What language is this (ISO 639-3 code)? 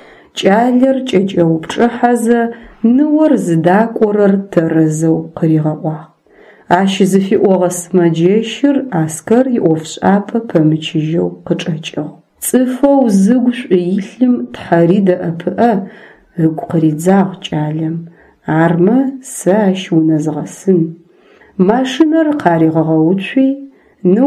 ady